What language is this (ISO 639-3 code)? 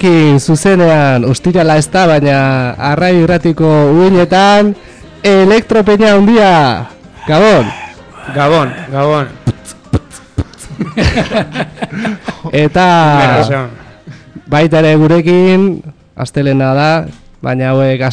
eus